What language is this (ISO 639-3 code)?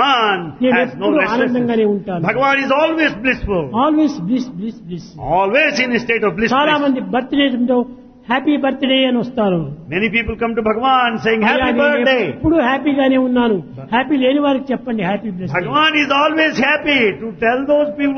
tel